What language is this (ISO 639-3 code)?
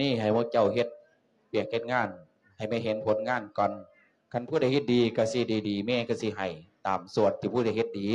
lao